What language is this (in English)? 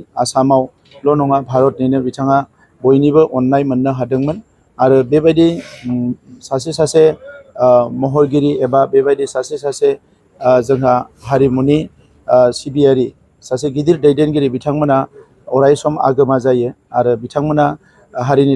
Bodo